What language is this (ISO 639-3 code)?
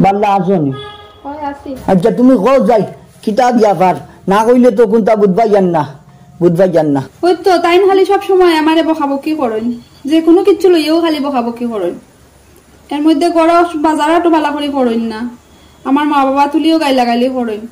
syl